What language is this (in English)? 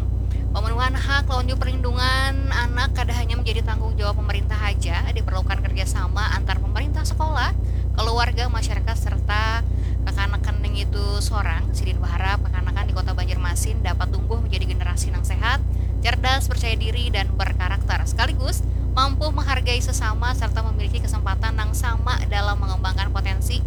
Banjar